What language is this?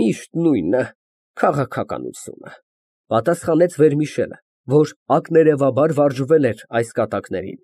Armenian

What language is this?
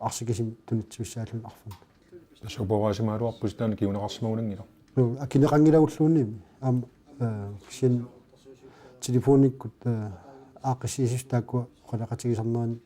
Kalaallisut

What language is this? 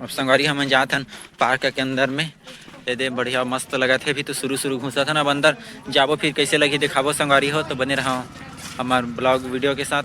Chhattisgarhi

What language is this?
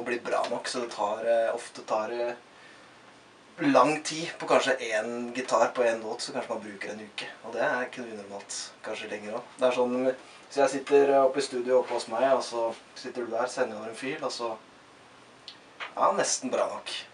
Norwegian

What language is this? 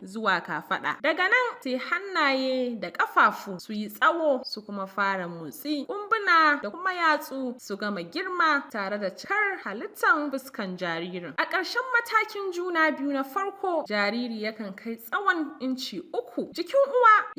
Hausa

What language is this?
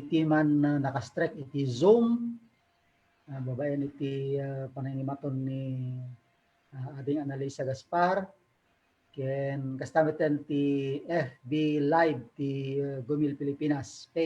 Iloko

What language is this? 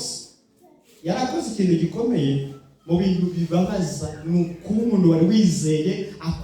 Kinyarwanda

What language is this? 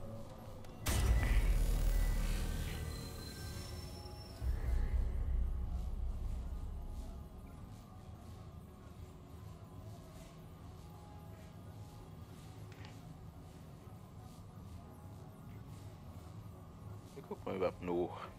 German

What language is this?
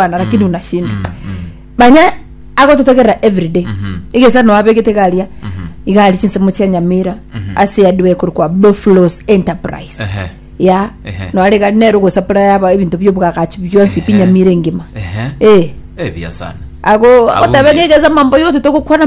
Gusii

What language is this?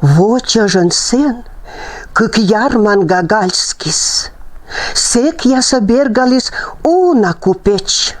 Komi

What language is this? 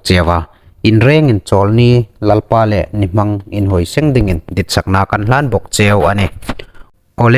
Hmar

